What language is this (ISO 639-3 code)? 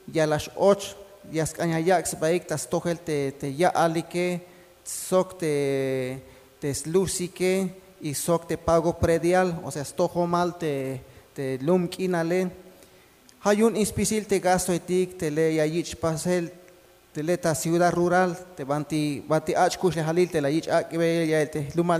tzh